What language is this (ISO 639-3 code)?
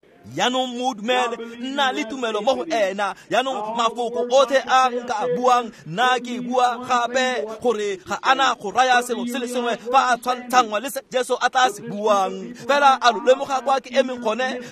tsn